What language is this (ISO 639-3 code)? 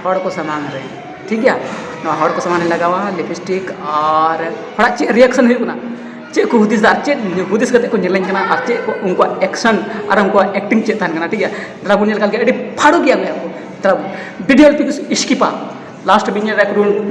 sat